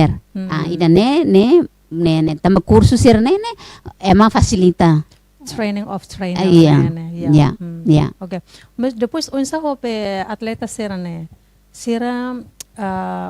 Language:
Tetum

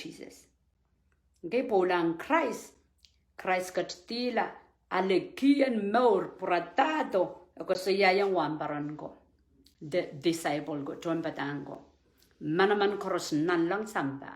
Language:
Pohnpeian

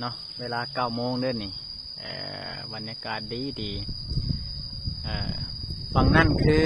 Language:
Lao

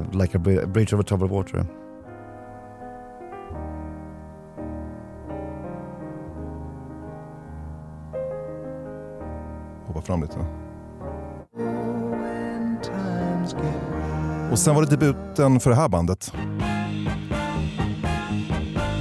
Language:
Swedish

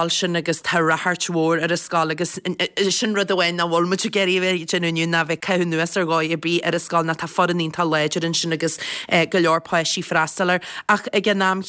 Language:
Irish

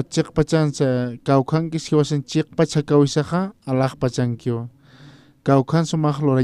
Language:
Aymara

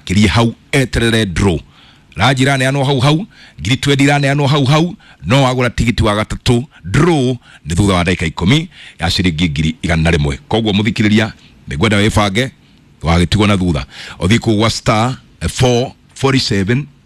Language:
Kikuyu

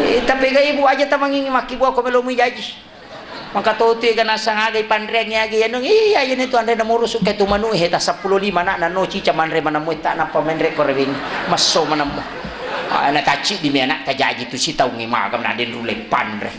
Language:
Buginese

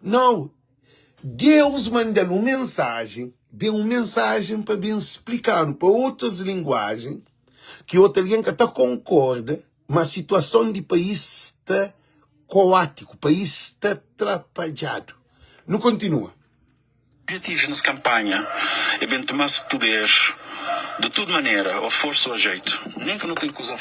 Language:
Kabuverdianu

